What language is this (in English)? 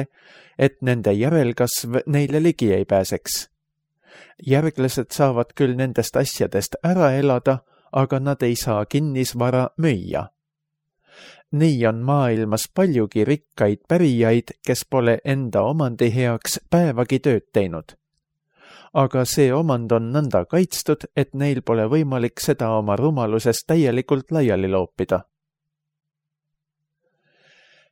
Estonian